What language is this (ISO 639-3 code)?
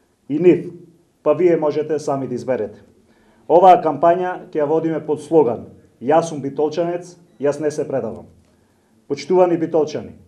mkd